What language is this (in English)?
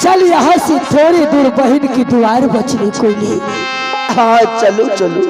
Maithili